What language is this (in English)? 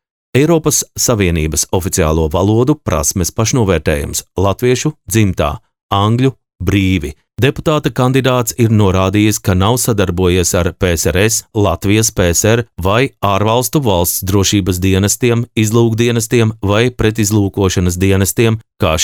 Latvian